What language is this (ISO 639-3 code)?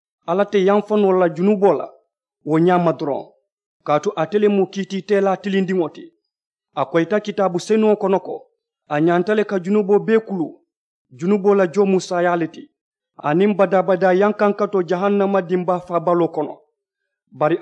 man